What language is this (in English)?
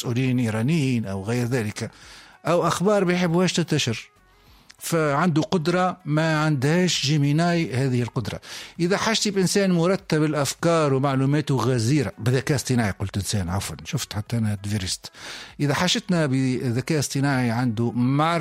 Tunisian Arabic